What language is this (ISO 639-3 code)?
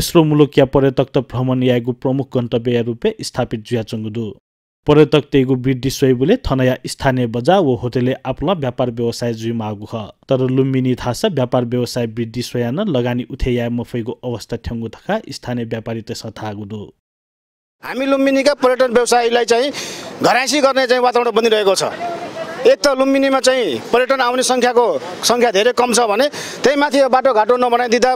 new